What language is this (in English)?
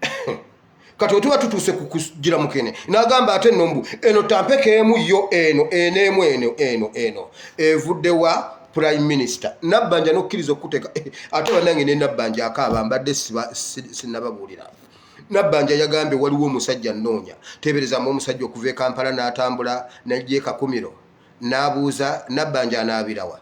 Ganda